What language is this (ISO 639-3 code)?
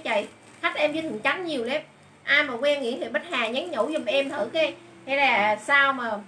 vie